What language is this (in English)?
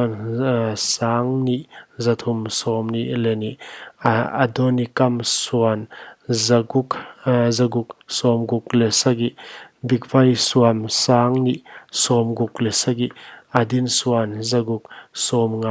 Paite Chin